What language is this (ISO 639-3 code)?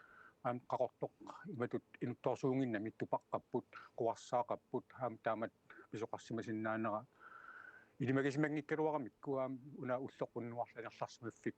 kal